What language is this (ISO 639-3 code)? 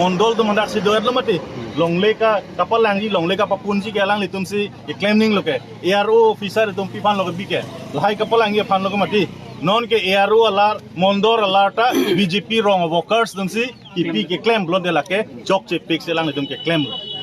mjw